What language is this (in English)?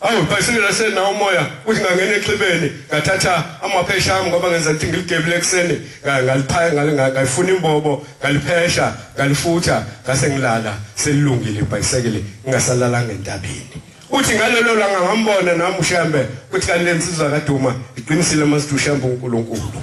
Zulu